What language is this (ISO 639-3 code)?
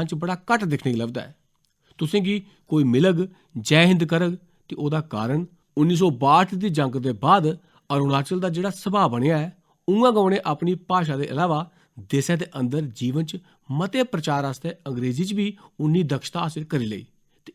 doi